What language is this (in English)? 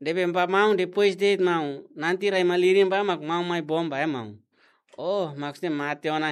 Tetum